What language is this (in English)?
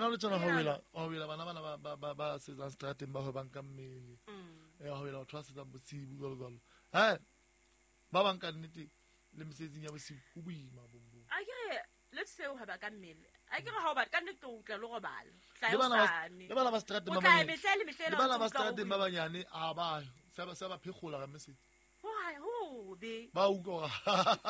Southern Sotho